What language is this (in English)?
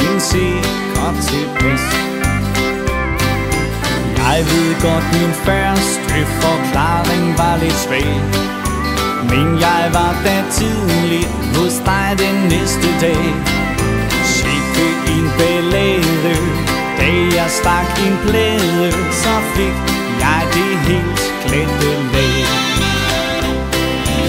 Danish